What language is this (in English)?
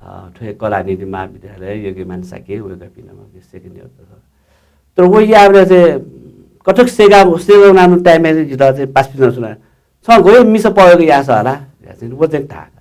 Newari